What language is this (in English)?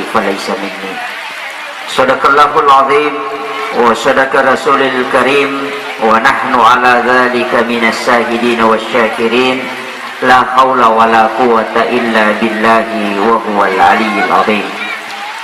Buginese